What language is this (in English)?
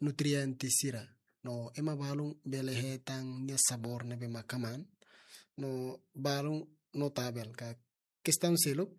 Tetum